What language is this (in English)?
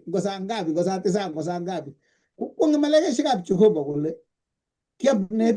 Kalenjin